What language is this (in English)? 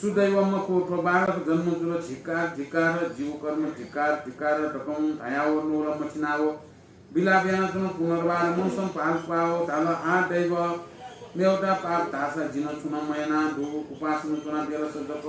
Newari